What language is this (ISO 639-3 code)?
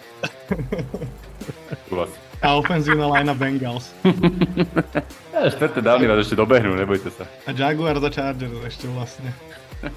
slk